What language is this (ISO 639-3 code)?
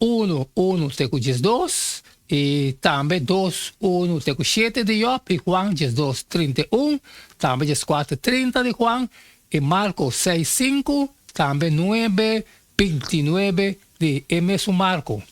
pap